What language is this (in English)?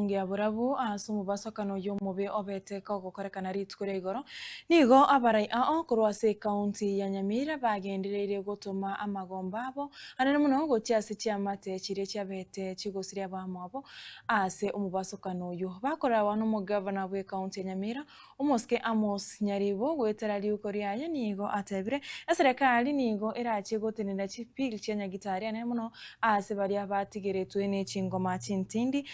Gusii